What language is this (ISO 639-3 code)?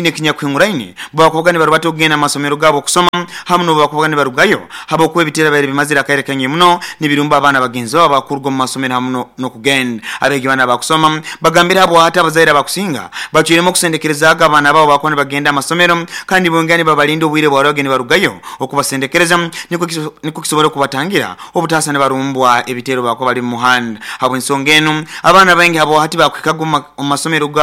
nyo